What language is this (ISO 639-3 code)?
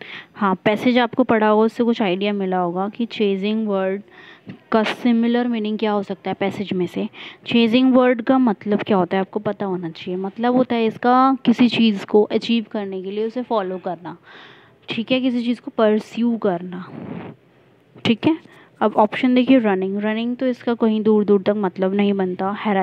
hin